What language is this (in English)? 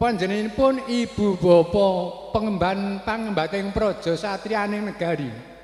Javanese